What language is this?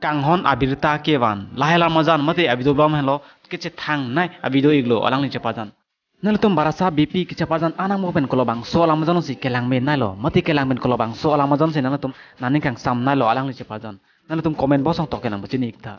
Karbi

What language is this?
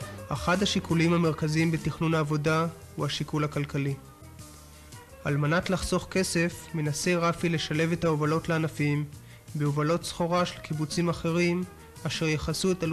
Hebrew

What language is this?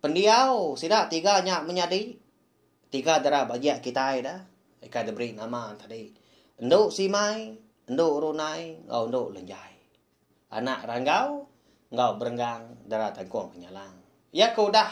Iban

